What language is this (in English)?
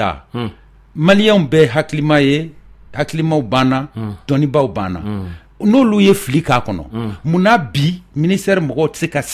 Bambara